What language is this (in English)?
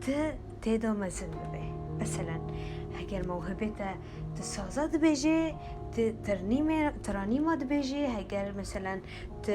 Kurdish